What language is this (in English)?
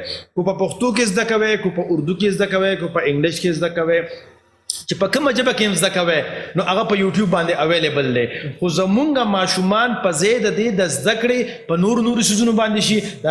Pashto